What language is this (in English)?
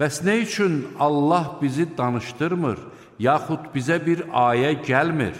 Azerbaijani